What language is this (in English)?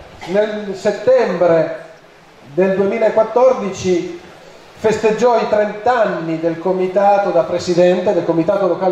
Italian